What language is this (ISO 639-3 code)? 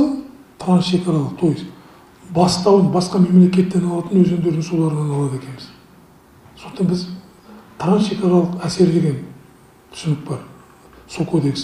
kaz